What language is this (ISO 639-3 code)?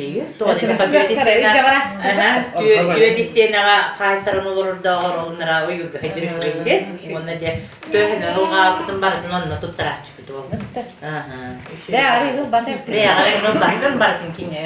sah